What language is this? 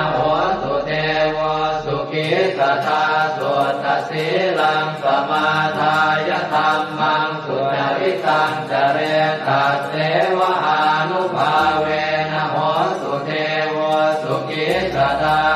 Pali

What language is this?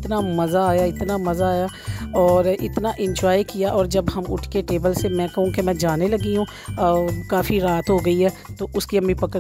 Hindi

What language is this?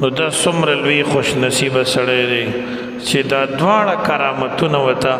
Pashto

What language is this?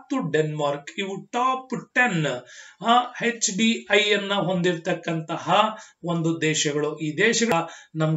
Kannada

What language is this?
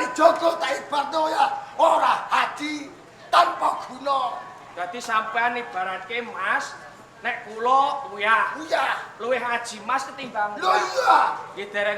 Javanese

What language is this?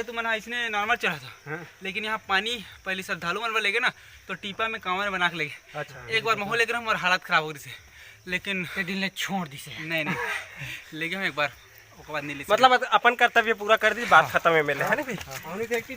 Chhattisgarhi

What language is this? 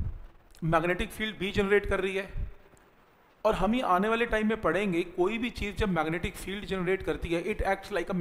Hindi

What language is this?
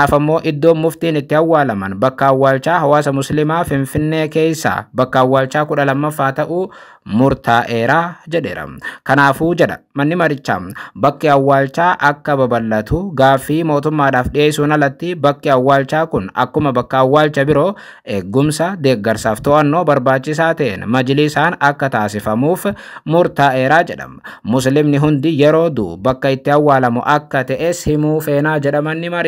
Oromo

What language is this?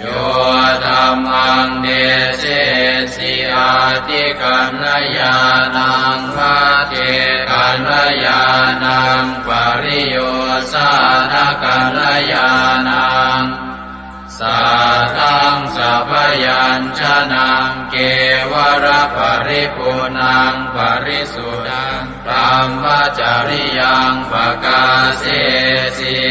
Pali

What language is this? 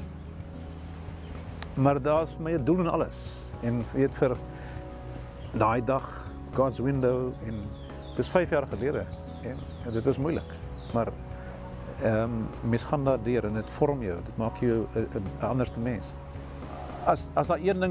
Afrikaans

